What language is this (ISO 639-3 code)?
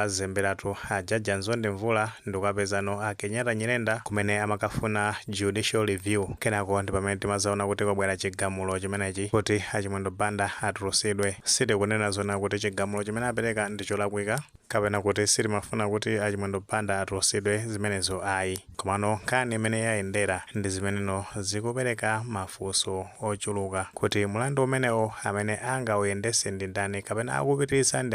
nya